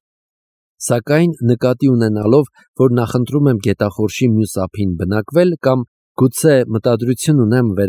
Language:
Armenian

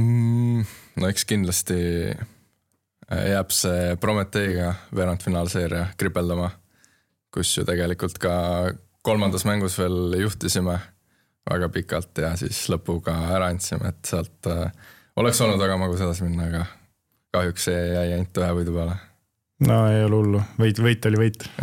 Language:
Estonian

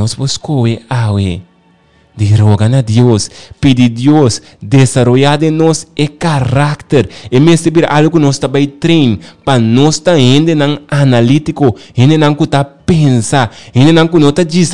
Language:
Papiamento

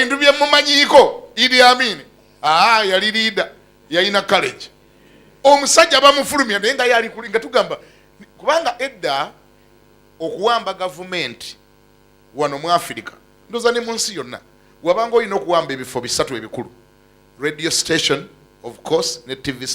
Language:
Ganda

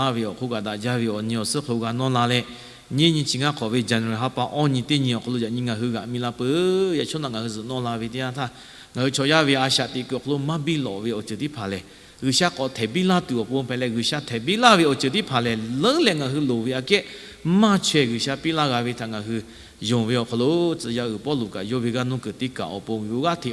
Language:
Lahu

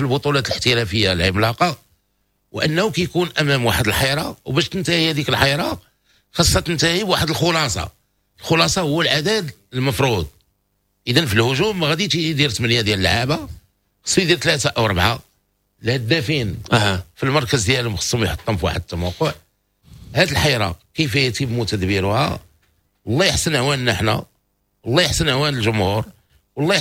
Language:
Moroccan Arabic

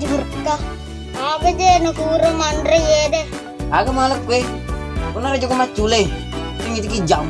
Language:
Buginese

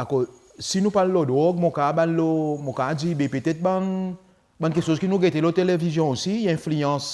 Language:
Seselwa Creole French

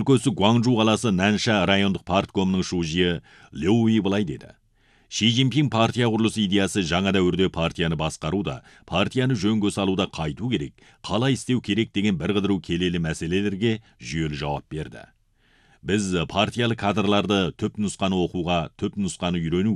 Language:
Kazakh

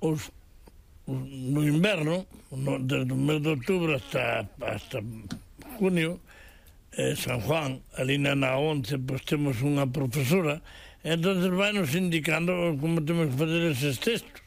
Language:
Galician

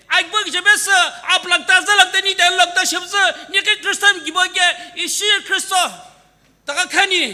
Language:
Sumi Naga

